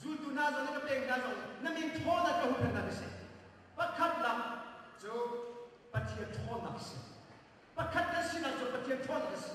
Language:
Hakha Chin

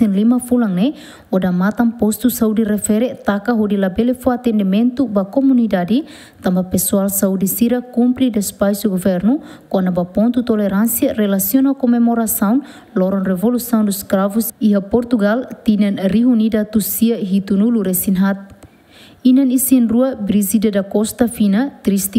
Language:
Tetum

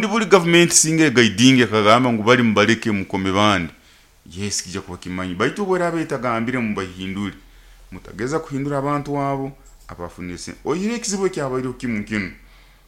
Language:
Nyoro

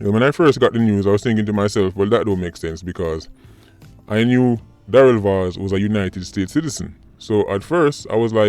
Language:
Jamaican Creole English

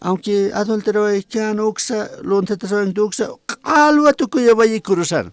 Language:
Aymara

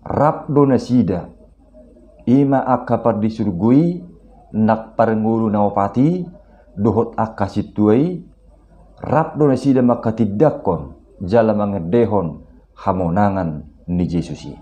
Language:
Batak Toba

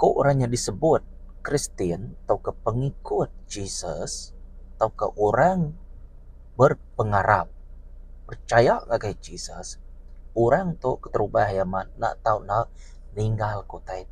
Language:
Iban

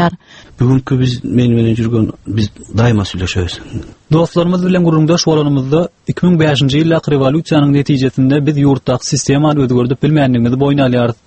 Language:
Turkmen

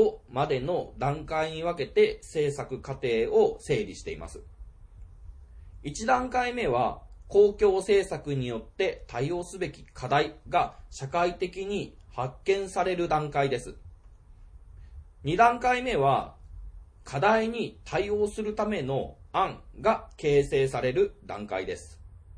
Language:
Japanese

